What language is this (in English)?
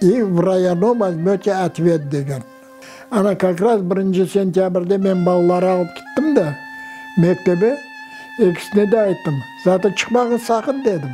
Crimean Tatar